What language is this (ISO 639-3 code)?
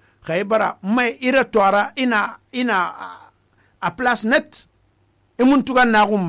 sus